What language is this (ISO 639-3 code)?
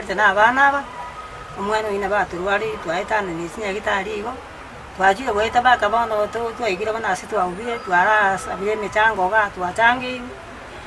guz